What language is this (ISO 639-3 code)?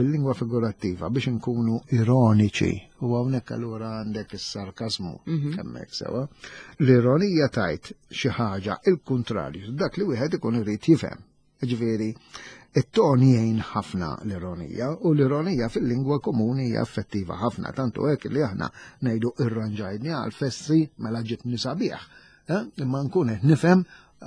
mlt